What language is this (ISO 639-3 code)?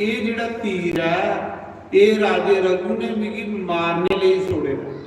doi